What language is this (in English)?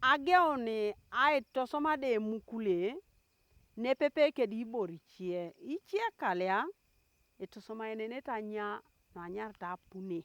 Teso